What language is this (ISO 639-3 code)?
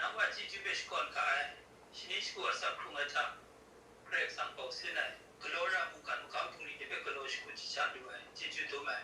kac